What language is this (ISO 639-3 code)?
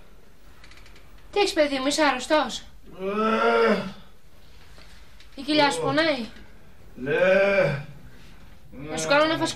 ell